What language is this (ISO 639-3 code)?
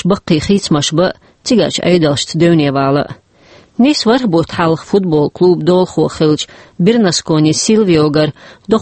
che